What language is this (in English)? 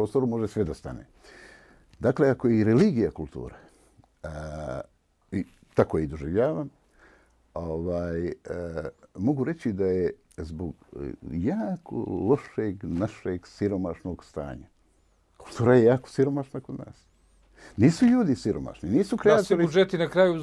Bosnian